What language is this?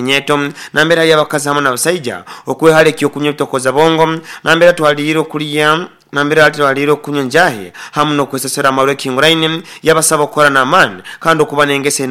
Nyoro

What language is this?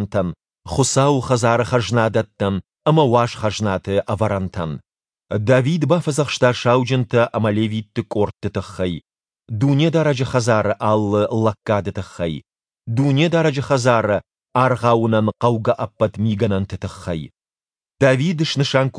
Ossetic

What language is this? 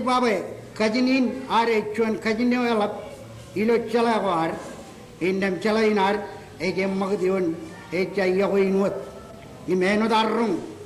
Marshallese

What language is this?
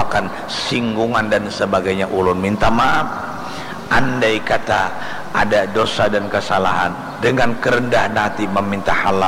Banjar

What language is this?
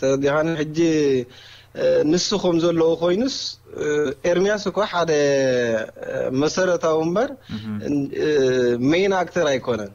Tigrinya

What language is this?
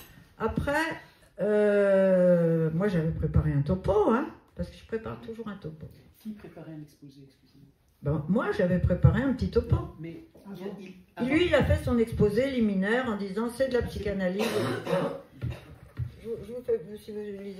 French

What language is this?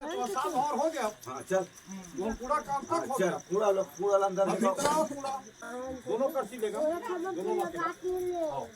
Chhattisgarhi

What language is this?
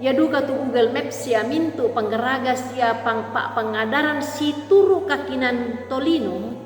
Toraja-Sa'dan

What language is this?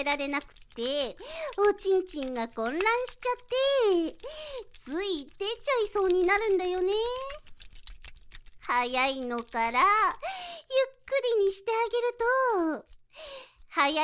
Japanese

